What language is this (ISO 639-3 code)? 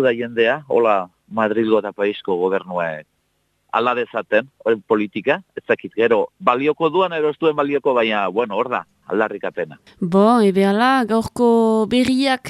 eus